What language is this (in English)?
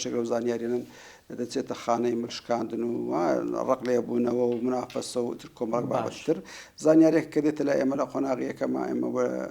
Central Kurdish